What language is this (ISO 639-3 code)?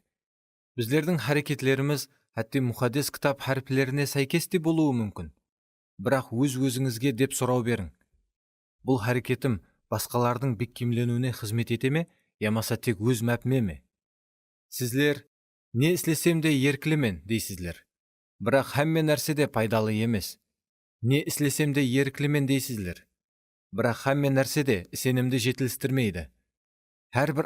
kaa